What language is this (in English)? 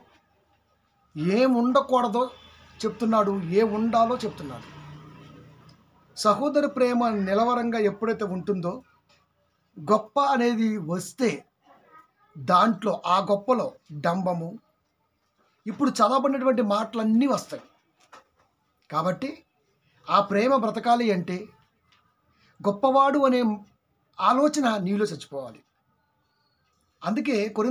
Telugu